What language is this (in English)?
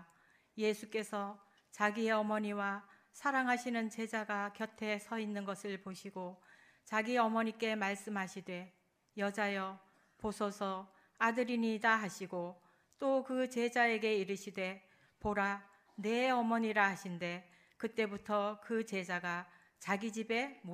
Korean